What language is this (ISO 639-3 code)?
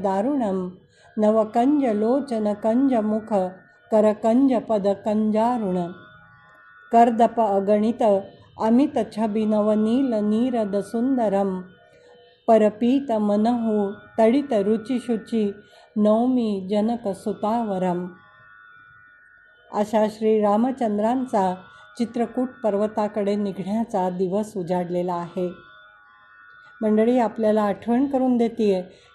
mar